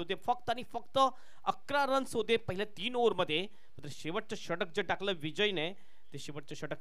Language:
Marathi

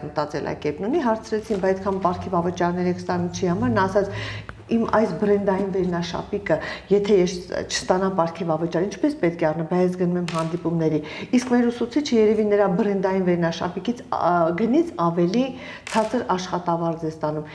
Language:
Armenian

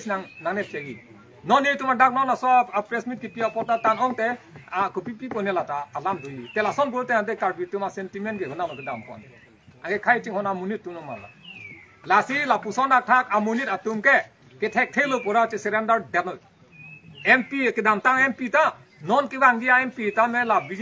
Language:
Karbi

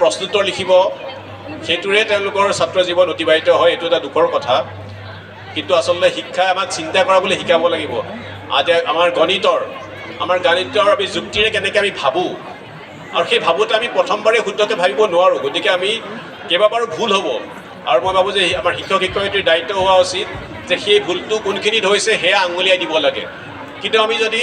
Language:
Assamese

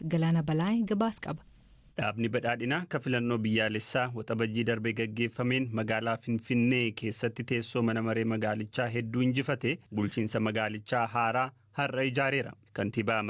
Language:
Oromo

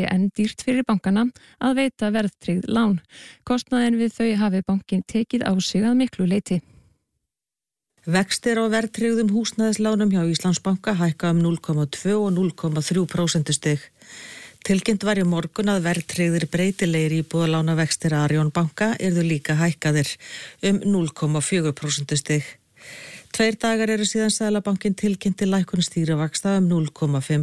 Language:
Icelandic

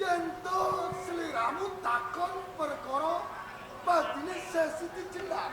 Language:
Javanese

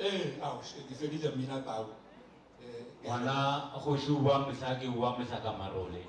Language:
Northern Sotho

